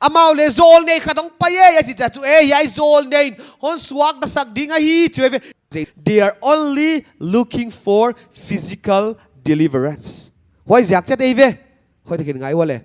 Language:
Paite Chin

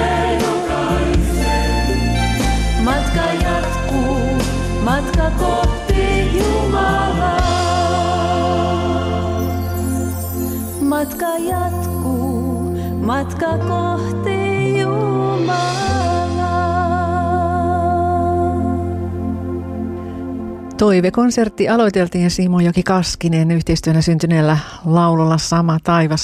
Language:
Finnish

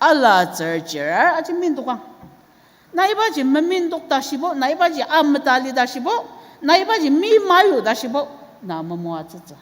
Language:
Ao Naga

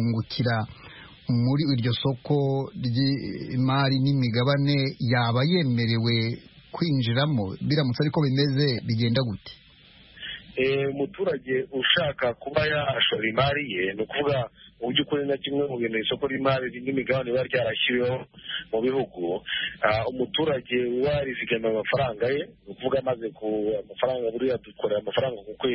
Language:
Kinyarwanda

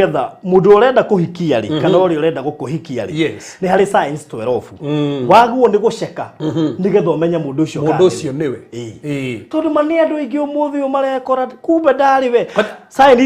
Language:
Kikuyu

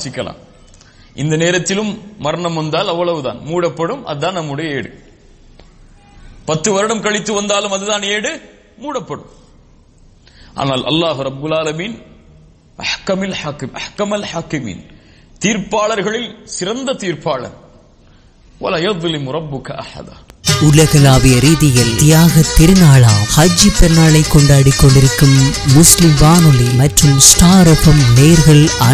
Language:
Tamil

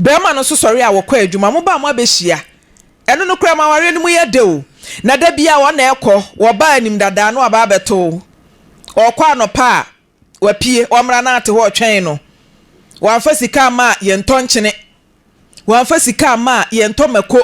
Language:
Akan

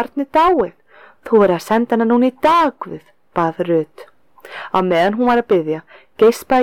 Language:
Icelandic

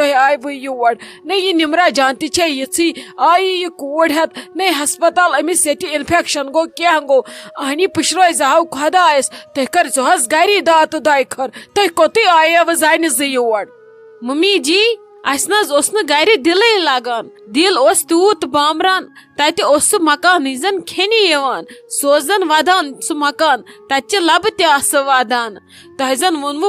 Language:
Kashmiri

